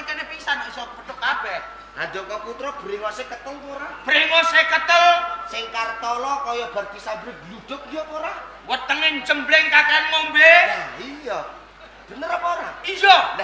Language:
Javanese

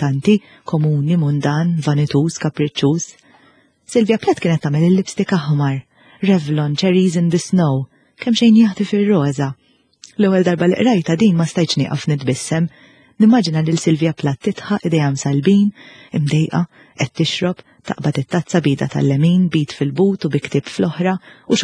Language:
Maltese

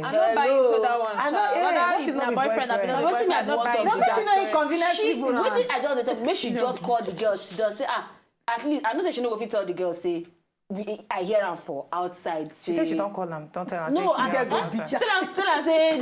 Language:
Nigerian Pidgin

